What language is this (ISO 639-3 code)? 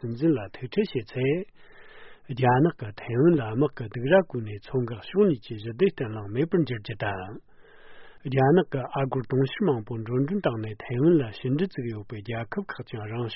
bod